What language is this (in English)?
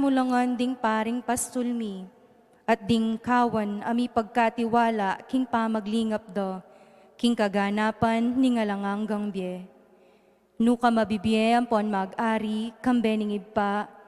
Pampanga